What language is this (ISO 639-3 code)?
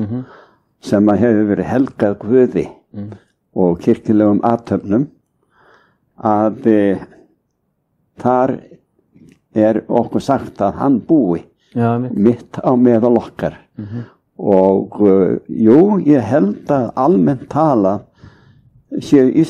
isl